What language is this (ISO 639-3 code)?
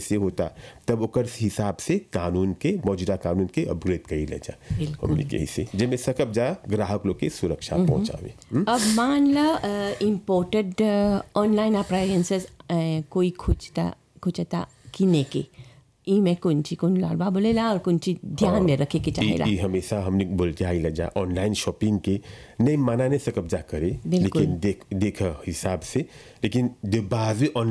bho